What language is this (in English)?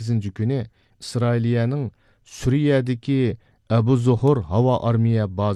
Uyghur